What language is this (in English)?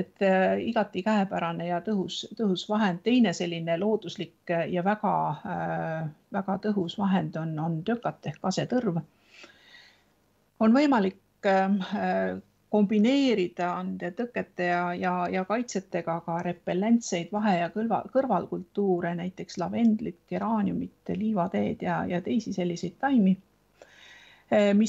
Estonian